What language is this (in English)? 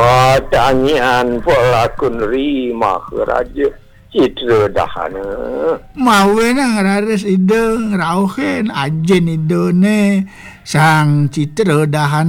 Balinese